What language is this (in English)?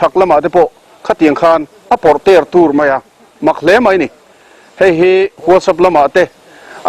Mizo